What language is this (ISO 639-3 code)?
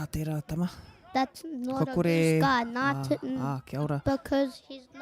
mri